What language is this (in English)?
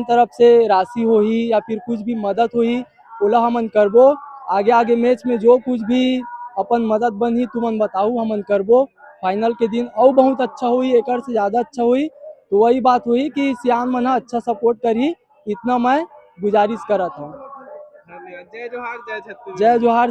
Chhattisgarhi